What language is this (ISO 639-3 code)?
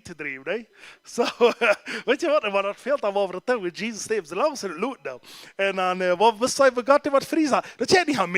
pdt